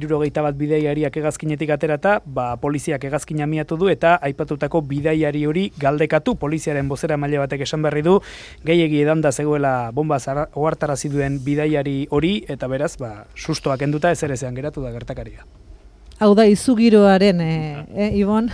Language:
Basque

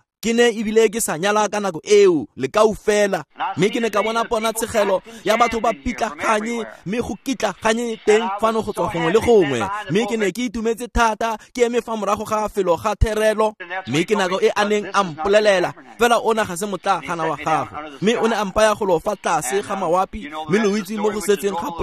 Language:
Tswana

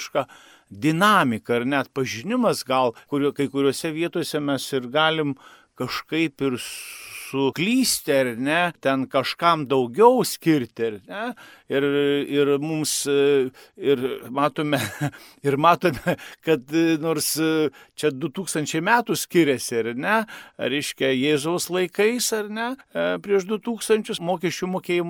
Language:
Lithuanian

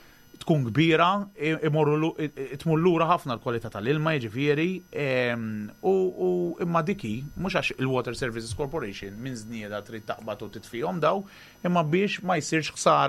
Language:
Maltese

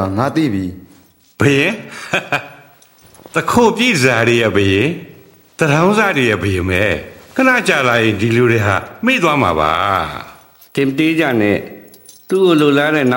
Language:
Burmese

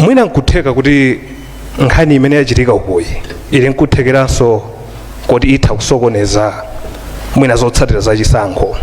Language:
Nyanja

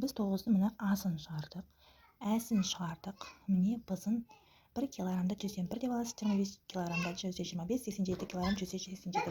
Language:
Kazakh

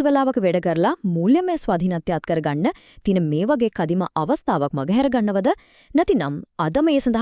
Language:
Sinhala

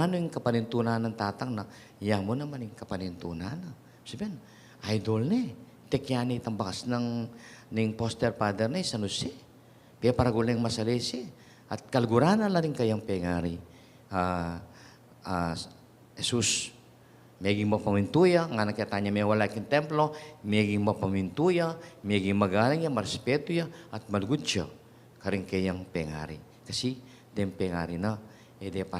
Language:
Pampanga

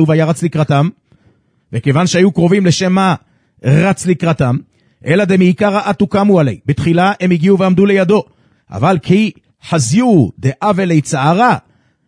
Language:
Hebrew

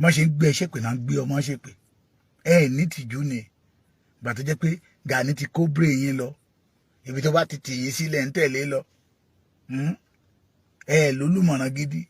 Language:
Yoruba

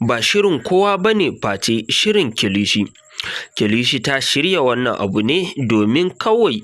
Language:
Hausa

